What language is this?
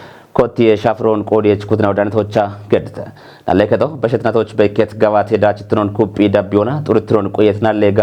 Kafa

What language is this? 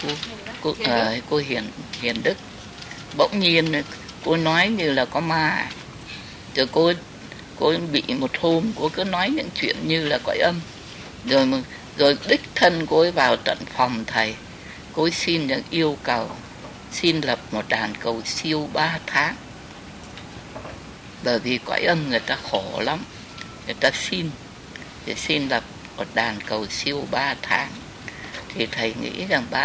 Vietnamese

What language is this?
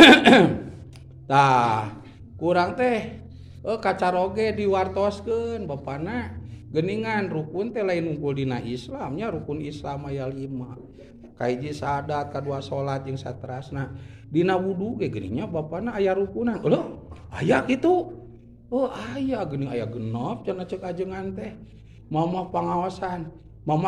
Sundanese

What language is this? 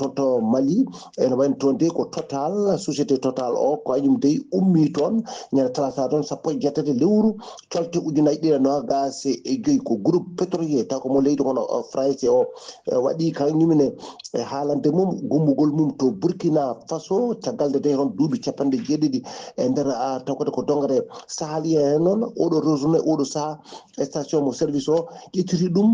Fula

